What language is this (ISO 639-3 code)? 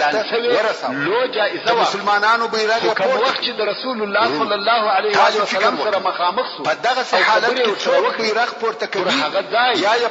pus